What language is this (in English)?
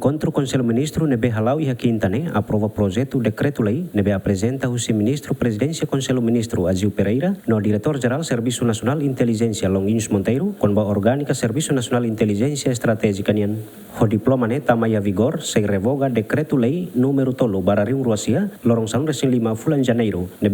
Tetum